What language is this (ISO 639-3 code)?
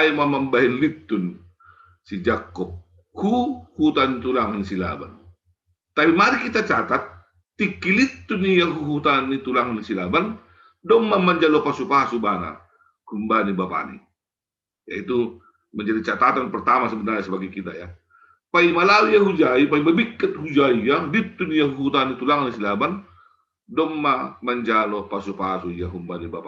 bts